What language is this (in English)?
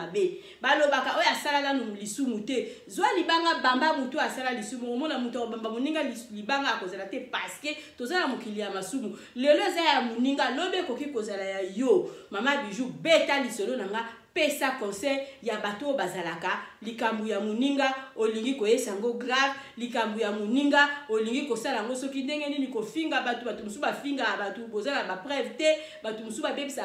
Lingala